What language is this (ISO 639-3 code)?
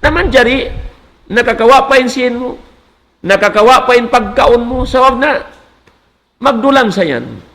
tsg